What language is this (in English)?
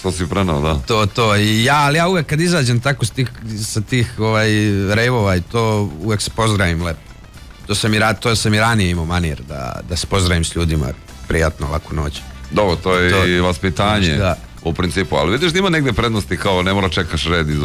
Serbian